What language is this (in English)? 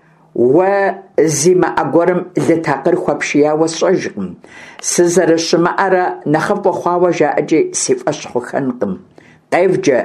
Kabardian